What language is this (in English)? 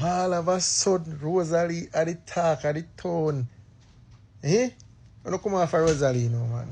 Jamaican Creole English